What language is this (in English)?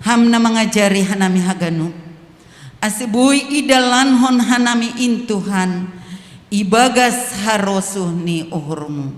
Batak Simalungun